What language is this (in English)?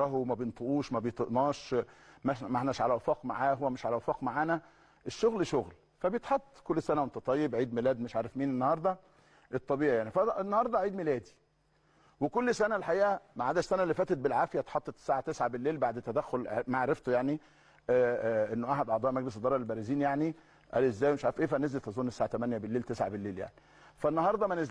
Egyptian Arabic